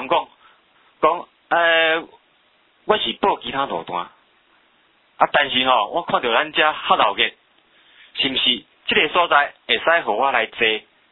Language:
Min Nan Chinese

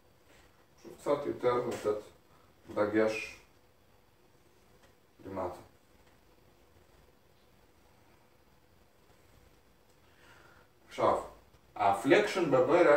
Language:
Hebrew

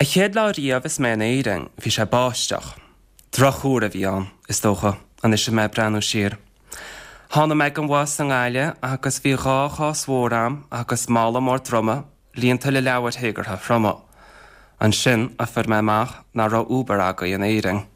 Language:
Irish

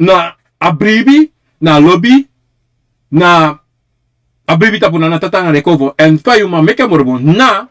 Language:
Sranan Tongo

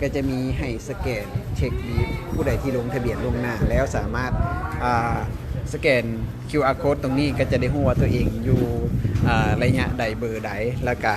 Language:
Lao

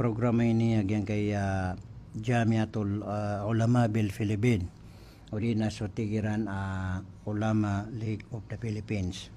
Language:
Maranao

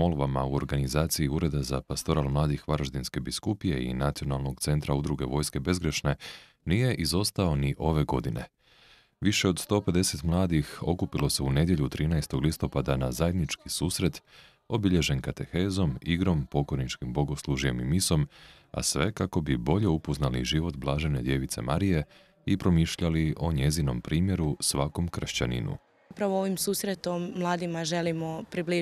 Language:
Croatian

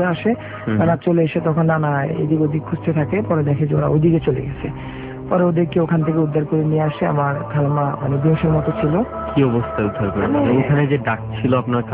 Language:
Bangla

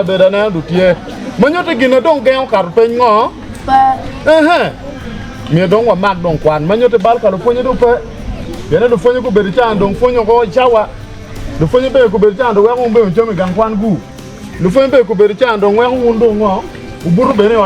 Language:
Acoli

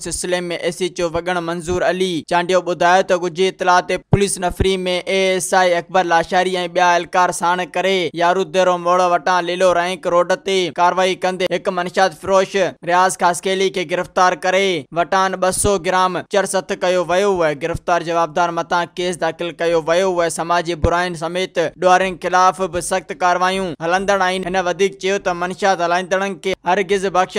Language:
Sindhi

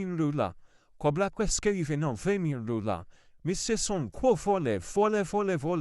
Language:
Haitian Creole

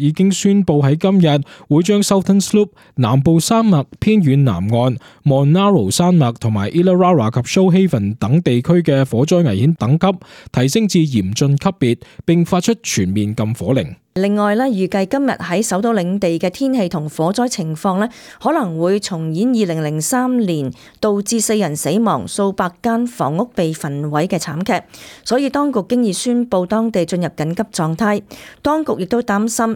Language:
Cantonese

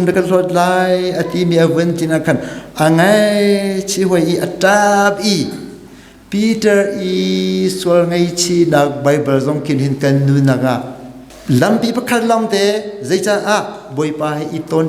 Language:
Hakha Chin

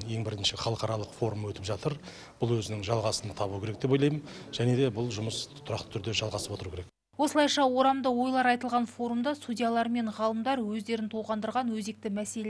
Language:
Kazakh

